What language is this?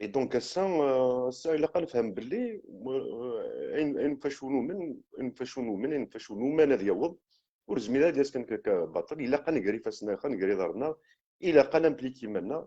Kabyle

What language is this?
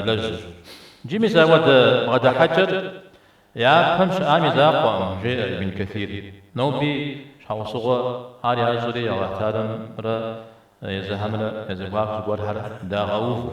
Kabardian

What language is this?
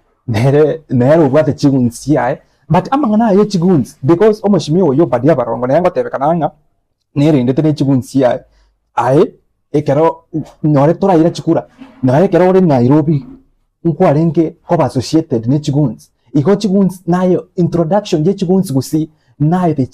Gusii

